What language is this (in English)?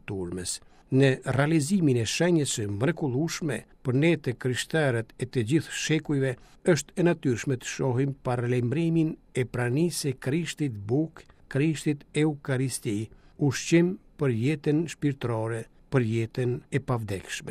Albanian